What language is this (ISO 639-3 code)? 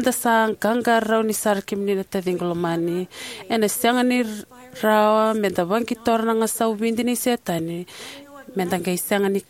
fij